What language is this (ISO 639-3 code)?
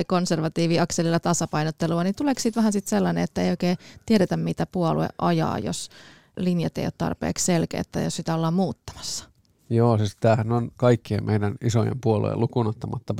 fin